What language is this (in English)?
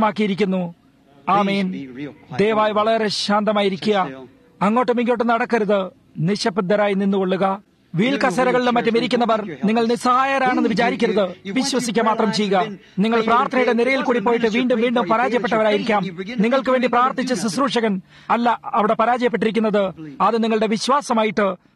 Malayalam